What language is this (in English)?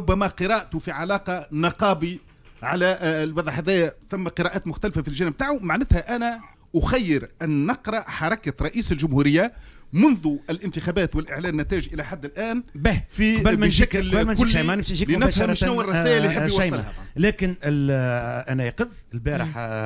Tunisian Arabic